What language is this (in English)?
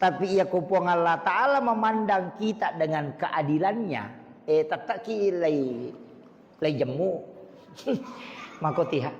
Buginese